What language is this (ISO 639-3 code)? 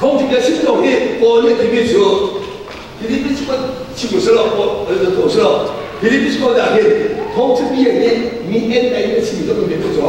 cnh